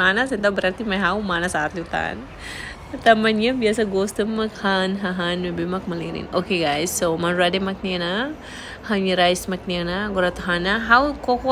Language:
Tetum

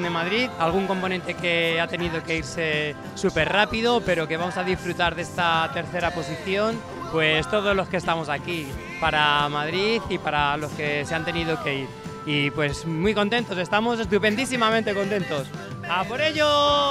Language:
Spanish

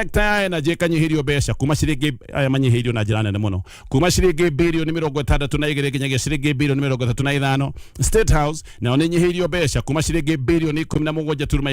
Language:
Kikuyu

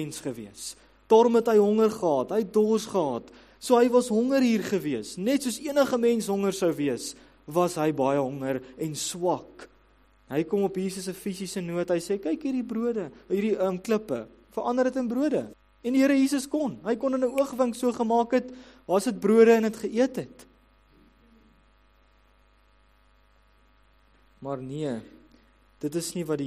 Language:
Afrikaans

